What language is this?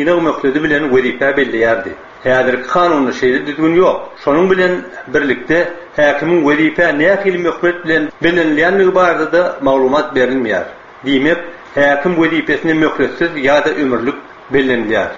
Turkmen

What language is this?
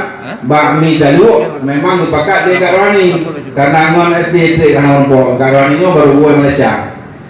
Achinese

